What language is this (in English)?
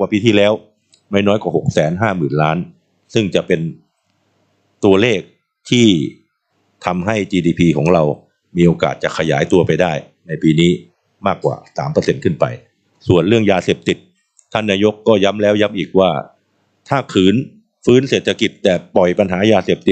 Thai